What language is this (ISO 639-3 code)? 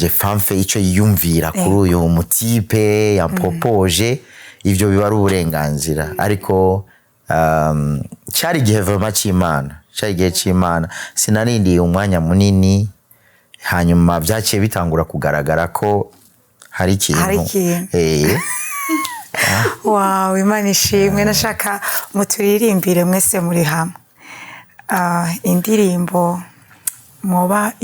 run